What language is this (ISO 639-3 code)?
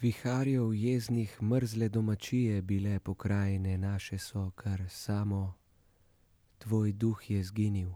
slv